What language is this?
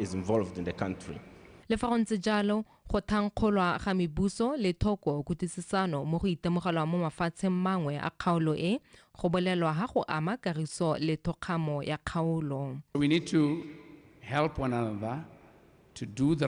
Tswana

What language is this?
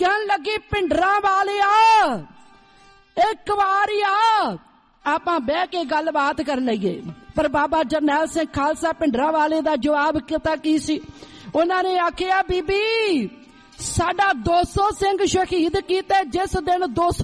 Punjabi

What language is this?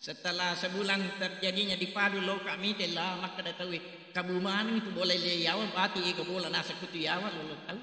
Buginese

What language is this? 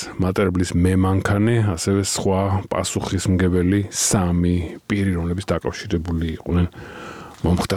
Georgian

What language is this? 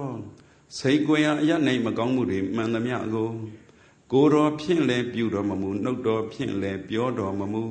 Burmese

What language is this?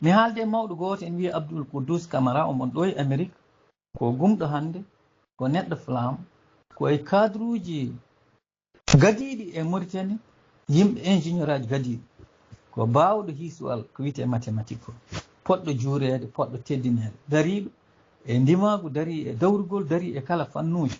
Fula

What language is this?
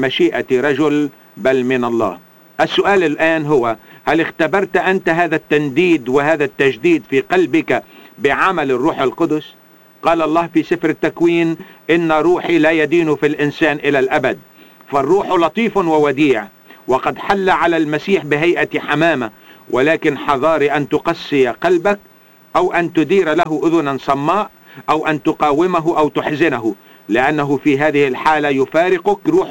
Arabic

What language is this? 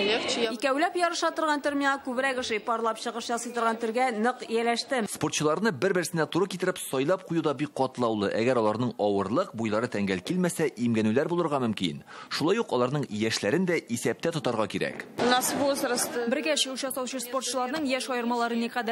Tatar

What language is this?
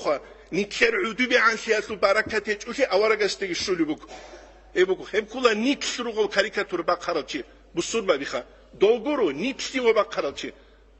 Avaric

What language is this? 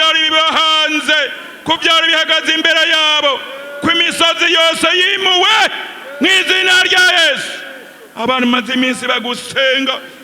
Rundi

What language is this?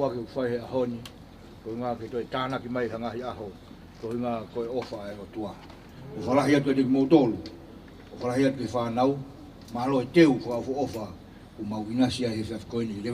Tongan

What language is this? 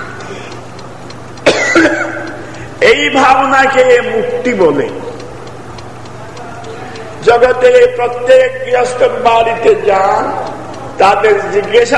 Bangla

